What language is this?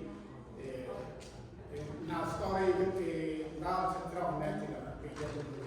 Central Mnong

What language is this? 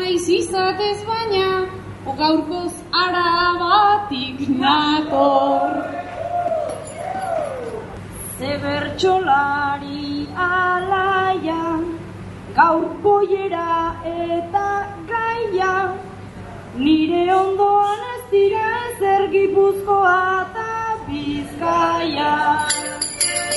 Basque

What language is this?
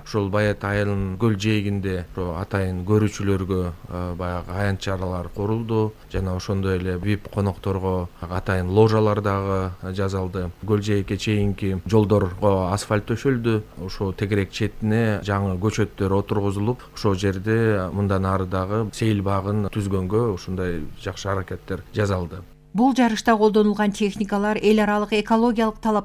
Kyrgyz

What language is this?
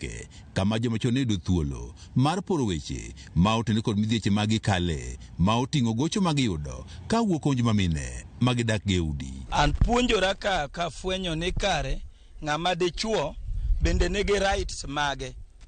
Luo (Kenya and Tanzania)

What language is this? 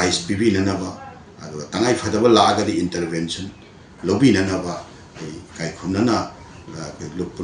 Manipuri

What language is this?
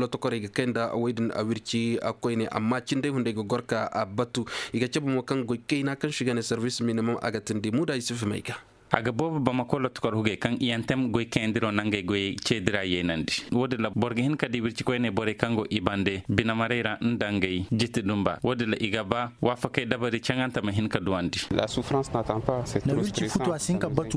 Koyraboro Senni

